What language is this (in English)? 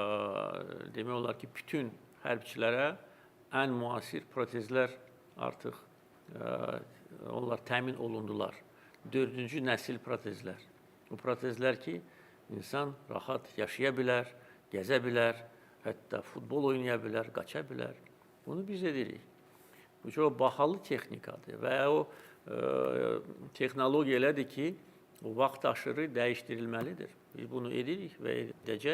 Azerbaijani